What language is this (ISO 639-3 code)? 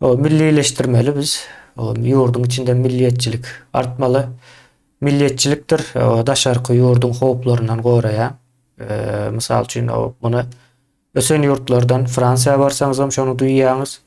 tuk